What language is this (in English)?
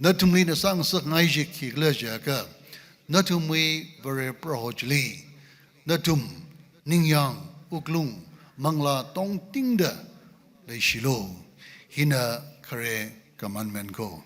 Tangkhul Naga (India)